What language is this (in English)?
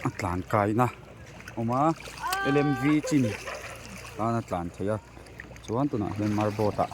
Mizo